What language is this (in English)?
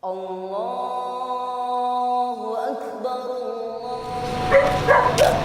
Minangkabau